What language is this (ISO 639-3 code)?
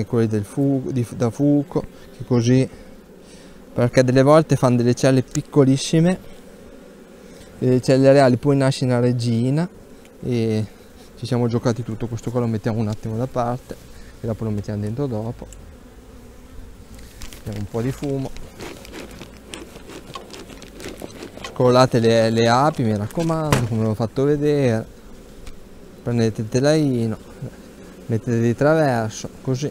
ita